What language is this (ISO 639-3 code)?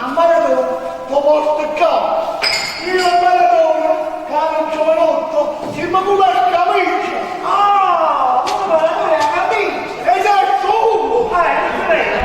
nap